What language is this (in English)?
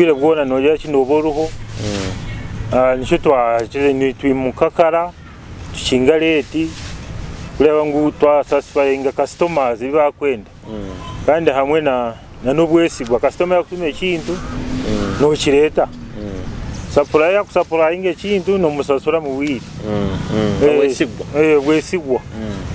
Nyoro